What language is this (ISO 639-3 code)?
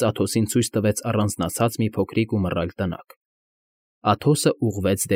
hye